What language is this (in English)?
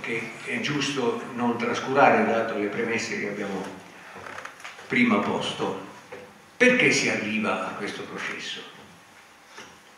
Italian